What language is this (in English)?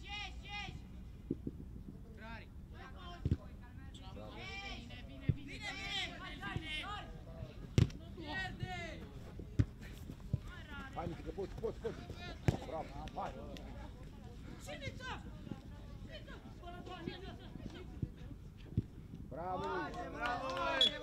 Romanian